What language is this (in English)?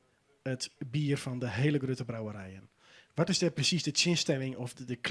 Western Frisian